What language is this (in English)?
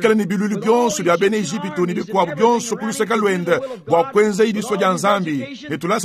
Luba-Lulua